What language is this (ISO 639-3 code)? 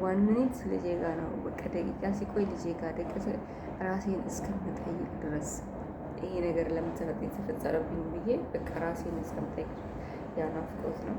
amh